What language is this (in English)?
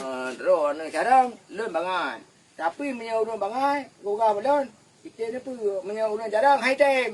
Achinese